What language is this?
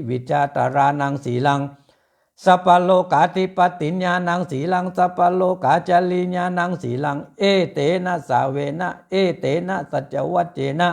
Pali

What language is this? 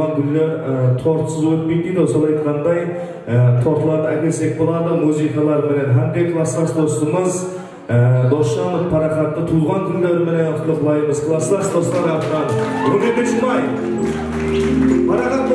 Kara-Kalpak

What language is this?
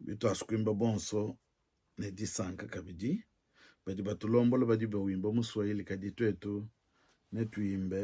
Luba-Lulua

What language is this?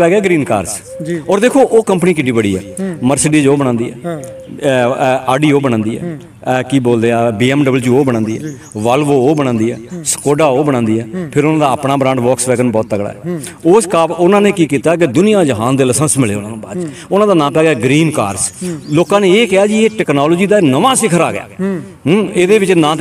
Punjabi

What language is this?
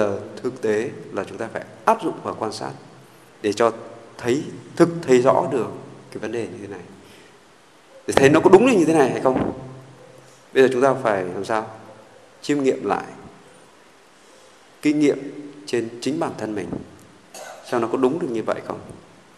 Vietnamese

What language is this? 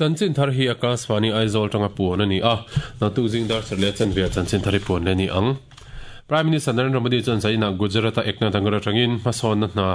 Mizo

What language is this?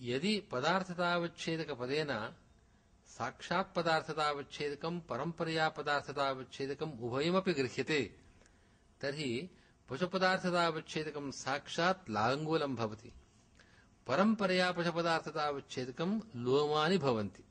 Sanskrit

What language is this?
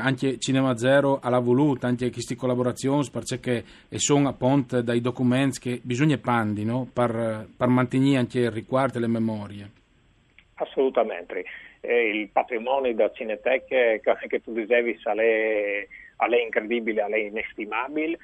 Friulian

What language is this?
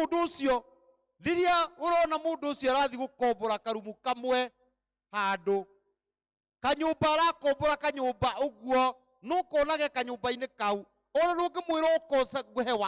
Kikuyu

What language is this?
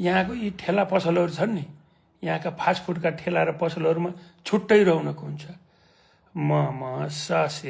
Nepali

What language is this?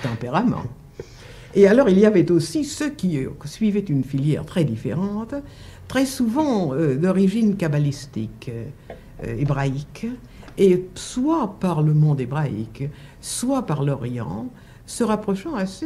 French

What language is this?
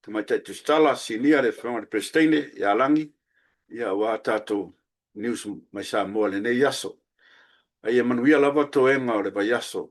Samoan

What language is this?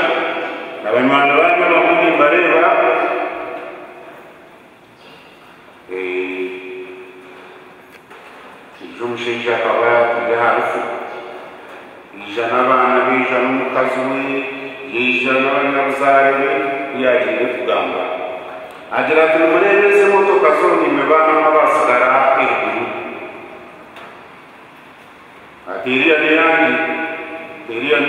Kinyarwanda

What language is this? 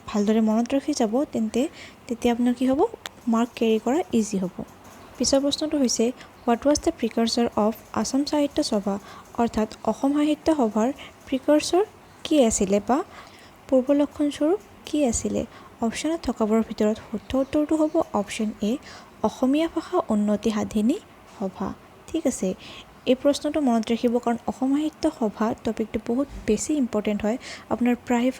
Assamese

